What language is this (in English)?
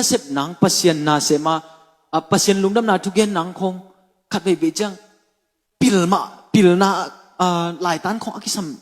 Tedim Chin